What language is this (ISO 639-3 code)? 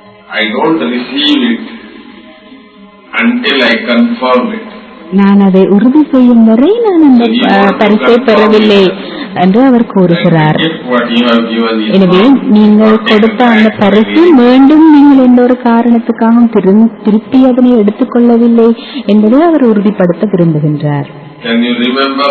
tam